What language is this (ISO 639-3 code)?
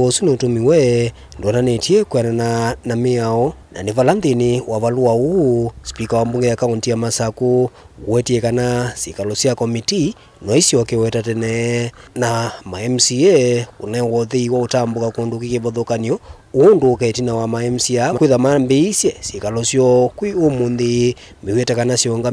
kam